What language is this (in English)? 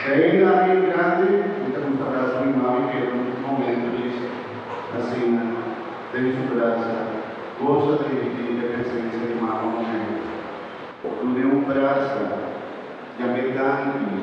Papiamento